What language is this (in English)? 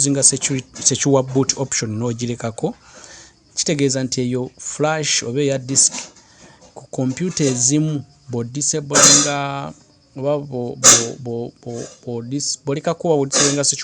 Ganda